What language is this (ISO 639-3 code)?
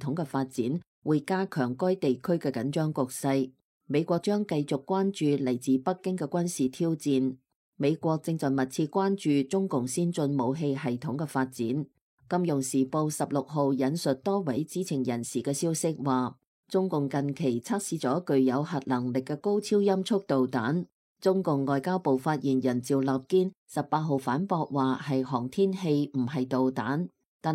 yue